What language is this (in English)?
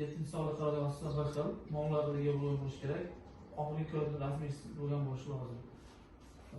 Uzbek